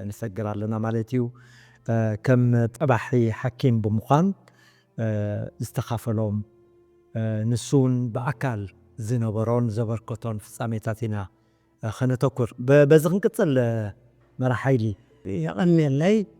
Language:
Tigrinya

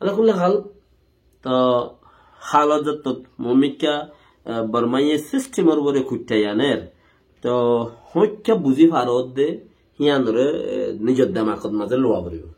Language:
Rohingya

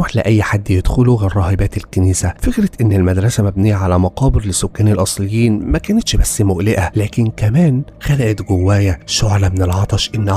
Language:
Egyptian Arabic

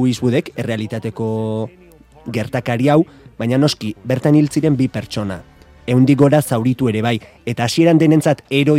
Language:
Basque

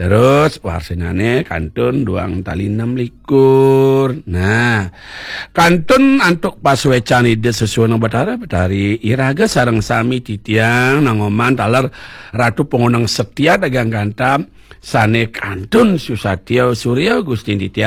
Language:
Balinese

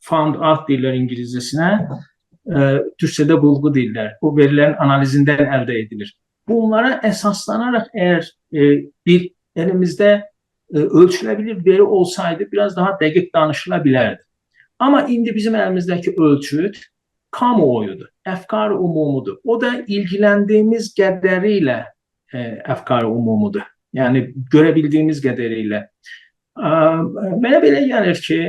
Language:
South Azerbaijani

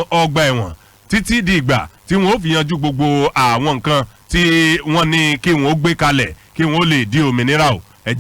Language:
Yoruba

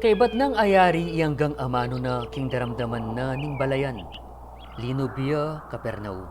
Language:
Pampanga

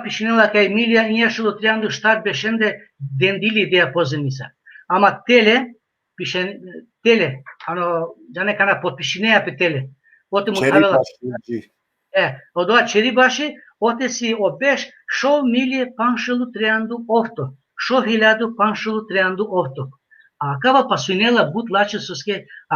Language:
Balkan Romani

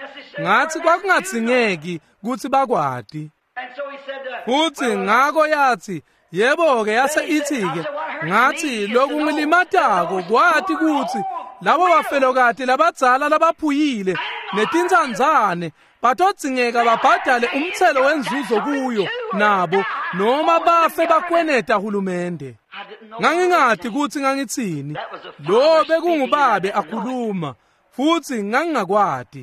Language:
Swati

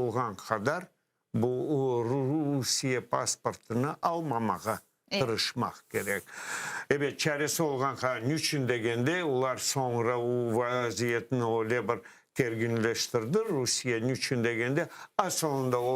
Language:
Crimean Tatar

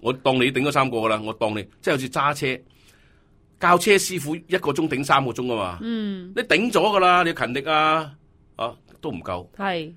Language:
Cantonese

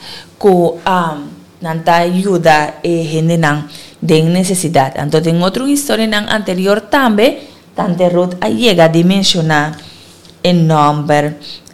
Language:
Papiamento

